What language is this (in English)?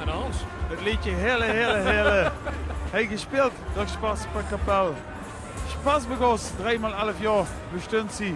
Limburgish